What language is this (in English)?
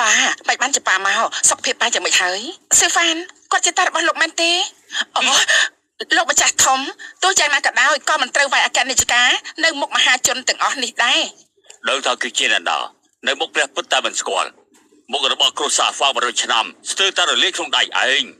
Khmer